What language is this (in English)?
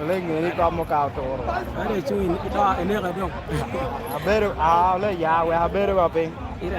Lango (Uganda)